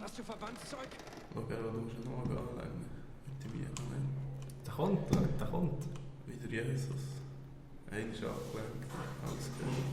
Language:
Swiss German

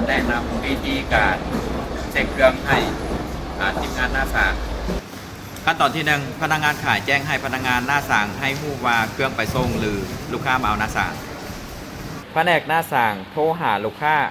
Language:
Lao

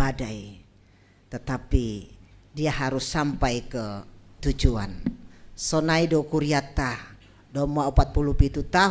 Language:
Batak Simalungun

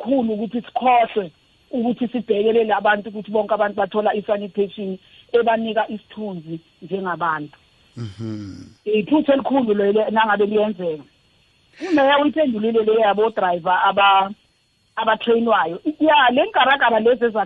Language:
South Ndebele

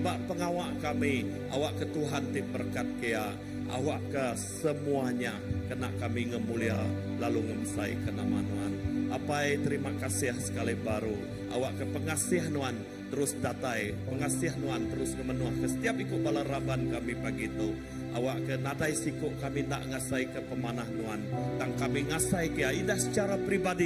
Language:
Iban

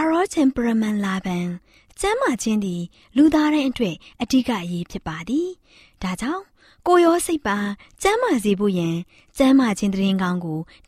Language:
Burmese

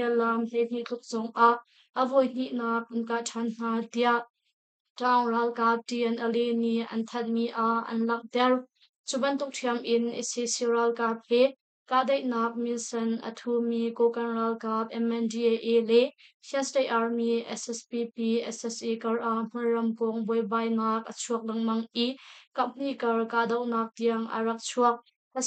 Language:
Hakha Chin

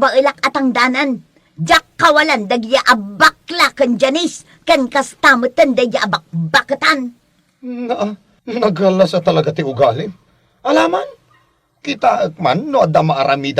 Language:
Iloko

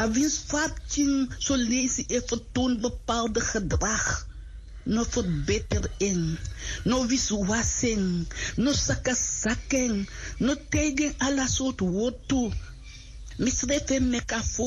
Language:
Sranan Tongo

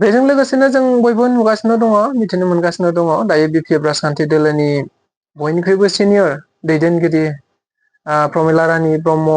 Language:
Bodo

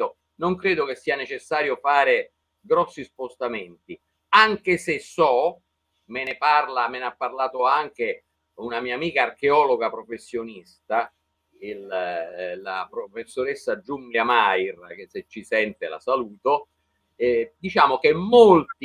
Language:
Italian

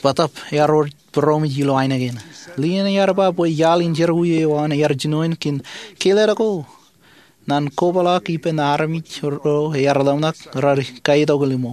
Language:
Marshallese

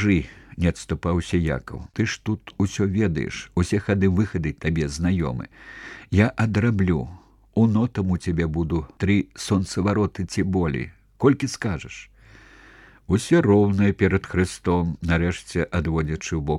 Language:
Belarusian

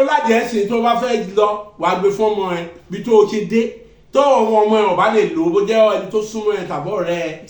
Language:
Yoruba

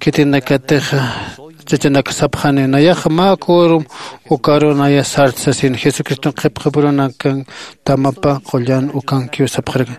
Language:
Aymara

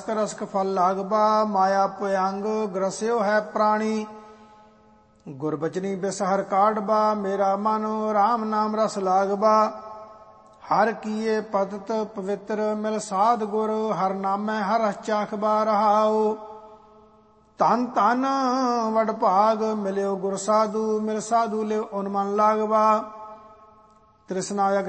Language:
Punjabi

